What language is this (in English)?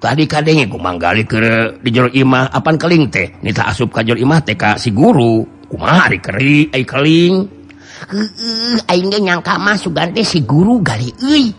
Sundanese